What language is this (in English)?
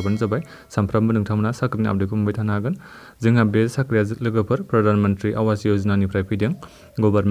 Bodo